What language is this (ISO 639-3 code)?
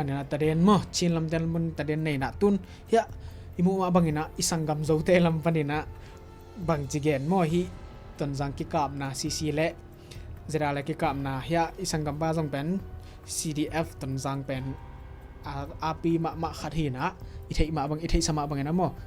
ctd